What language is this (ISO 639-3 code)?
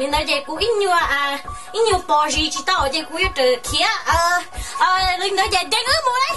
hmn